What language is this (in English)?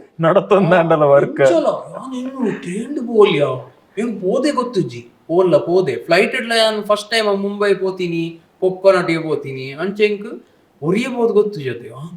Tulu